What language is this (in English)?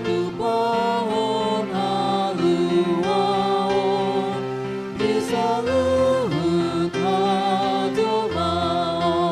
Batak Toba